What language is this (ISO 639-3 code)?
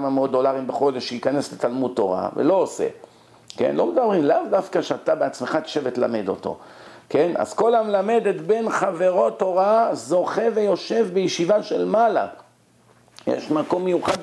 heb